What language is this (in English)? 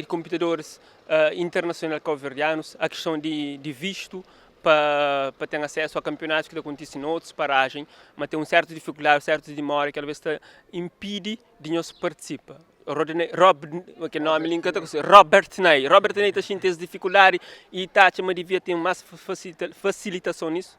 Kabuverdianu